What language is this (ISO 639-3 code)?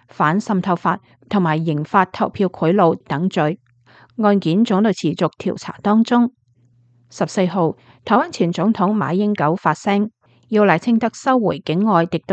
yue